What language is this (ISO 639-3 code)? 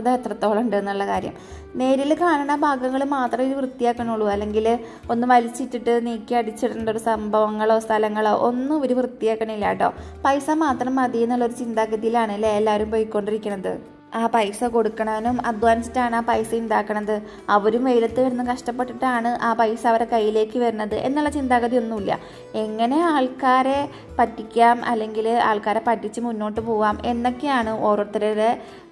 mal